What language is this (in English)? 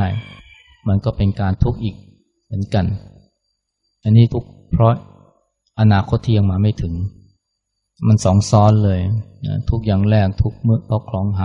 Thai